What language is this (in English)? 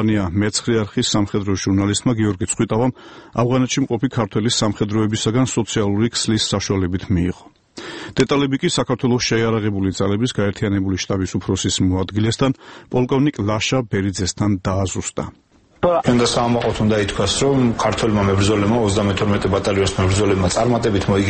Georgian